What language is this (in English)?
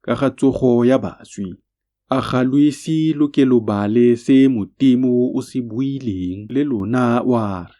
Tswana